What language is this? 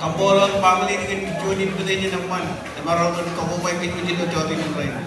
Marshallese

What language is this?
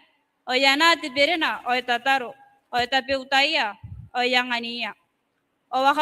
Gilbertese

